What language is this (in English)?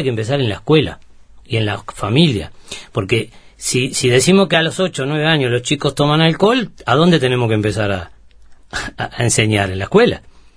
Spanish